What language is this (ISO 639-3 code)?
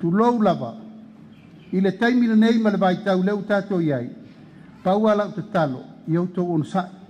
smo